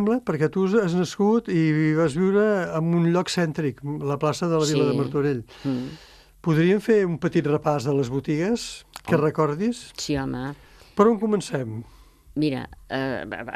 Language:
Catalan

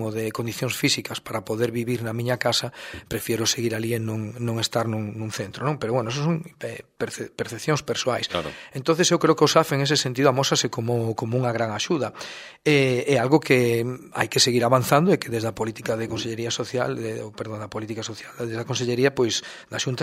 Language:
Galician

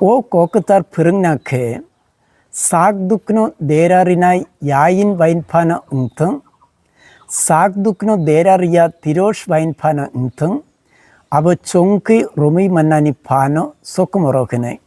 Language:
Kok Borok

